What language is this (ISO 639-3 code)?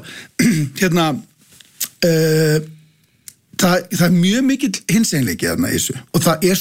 isl